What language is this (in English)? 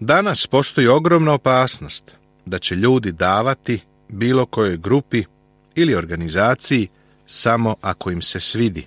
Serbian